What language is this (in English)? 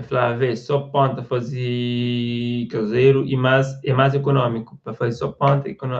Kabuverdianu